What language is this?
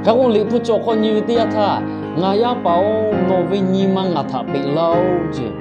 Lahu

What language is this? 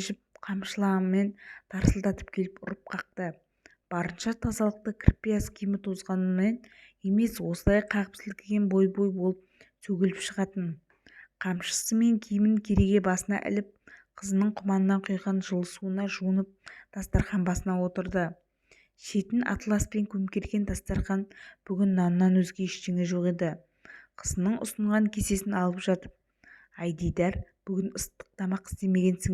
Kazakh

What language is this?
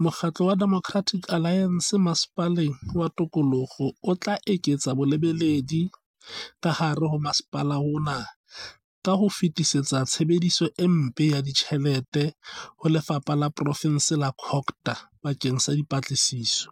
Southern Sotho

